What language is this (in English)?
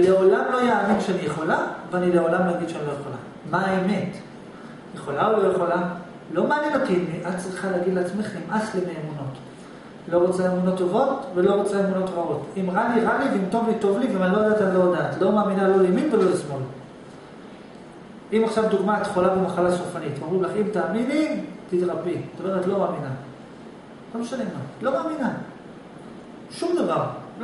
Hebrew